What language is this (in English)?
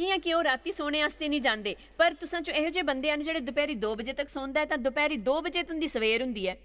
Dogri